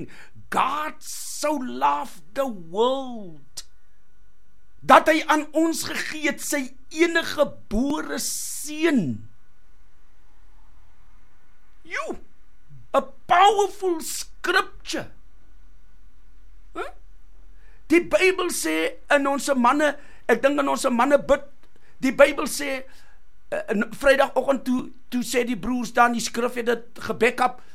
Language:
Afrikaans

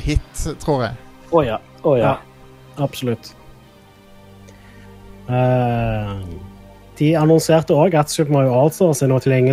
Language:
Norwegian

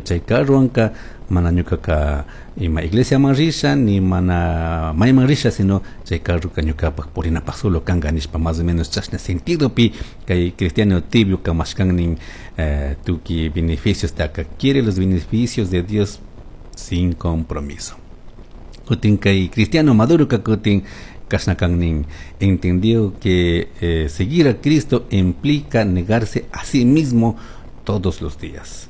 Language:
Chimborazo Highland Quichua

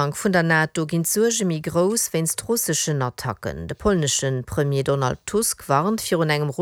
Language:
Luxembourgish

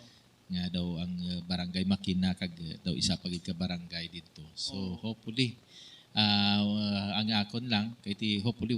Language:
Hiligaynon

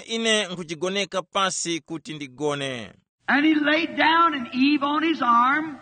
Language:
Tumbuka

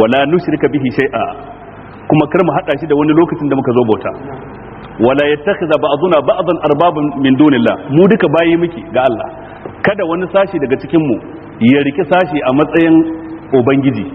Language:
Hausa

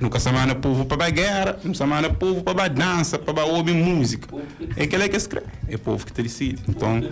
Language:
Kabuverdianu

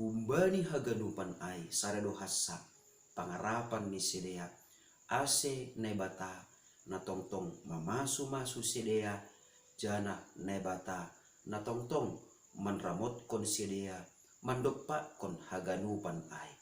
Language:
Batak Simalungun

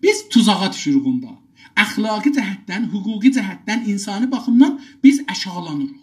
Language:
South Azerbaijani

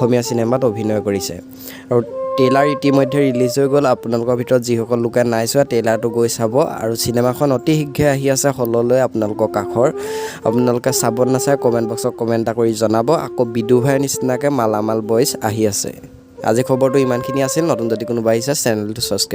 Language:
Assamese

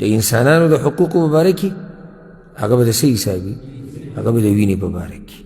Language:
Pashto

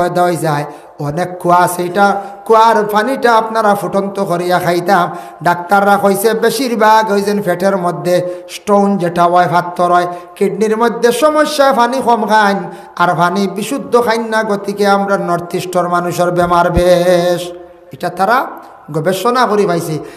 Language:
Sylheti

